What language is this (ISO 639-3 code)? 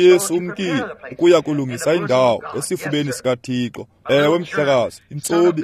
xho